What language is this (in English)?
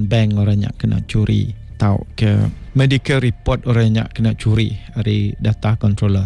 Iban